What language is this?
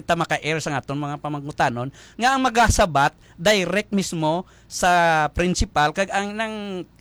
Hiligaynon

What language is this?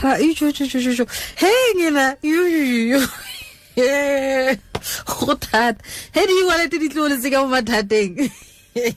Tswana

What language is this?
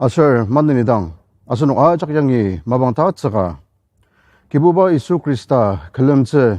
Ao Naga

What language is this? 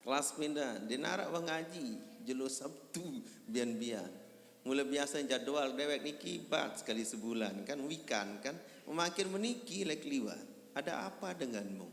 Sasak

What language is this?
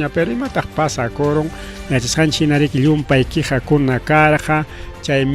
Ayacucho Quechua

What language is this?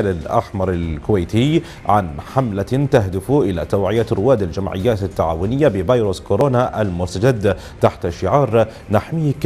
Arabic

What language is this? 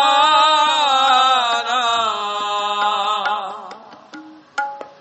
Punjabi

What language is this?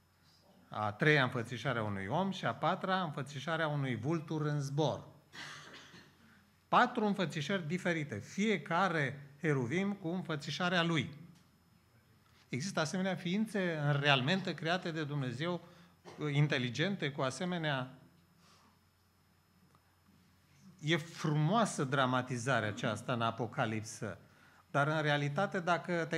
Romanian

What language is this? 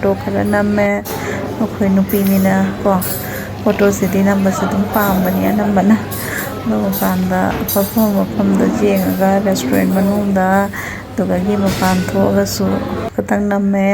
Manipuri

